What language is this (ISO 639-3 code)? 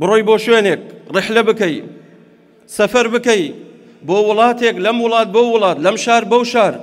ckb